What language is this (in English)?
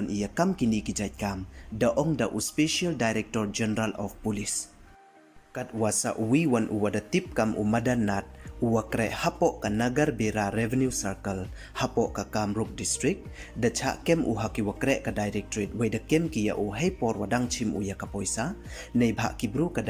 Pnar